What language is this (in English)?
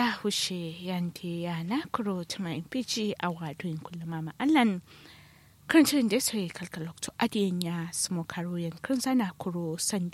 Kanuri